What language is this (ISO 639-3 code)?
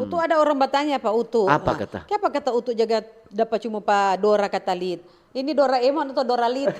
xmm